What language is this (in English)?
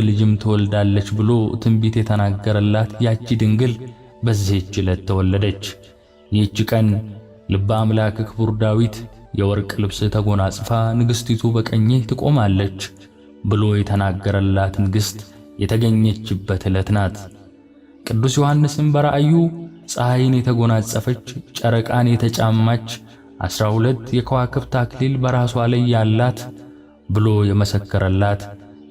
Amharic